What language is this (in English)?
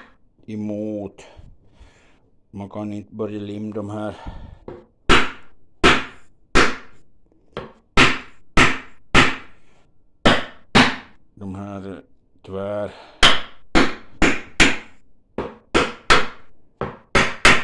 Swedish